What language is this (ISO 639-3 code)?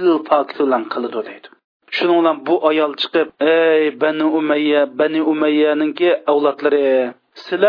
uig